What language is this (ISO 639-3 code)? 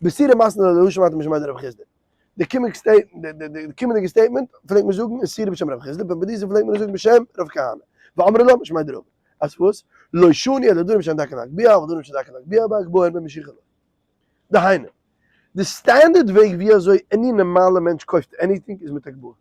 yid